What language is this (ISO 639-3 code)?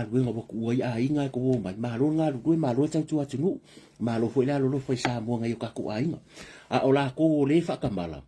smo